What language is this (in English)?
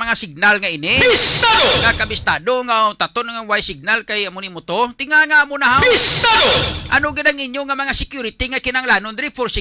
Hiligaynon